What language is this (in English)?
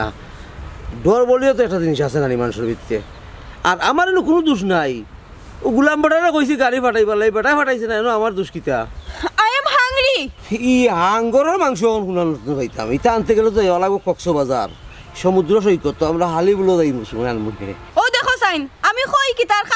Sylheti